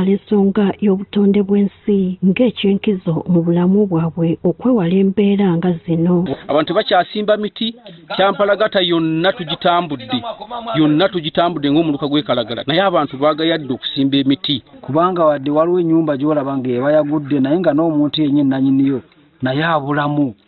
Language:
Ganda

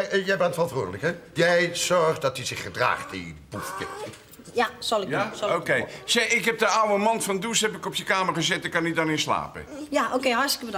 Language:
Dutch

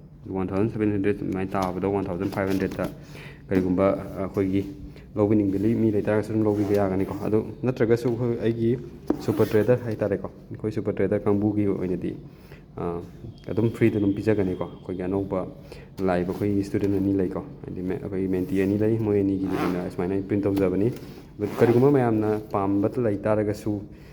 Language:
Manipuri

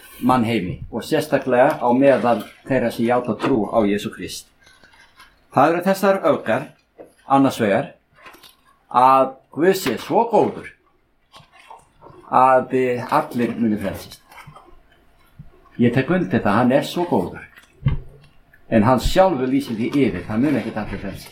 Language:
Icelandic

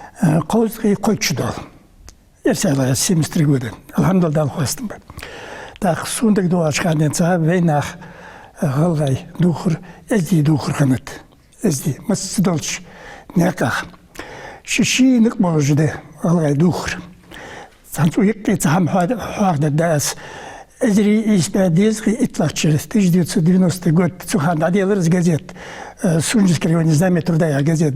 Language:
Ingush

